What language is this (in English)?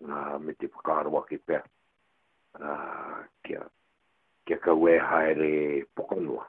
Māori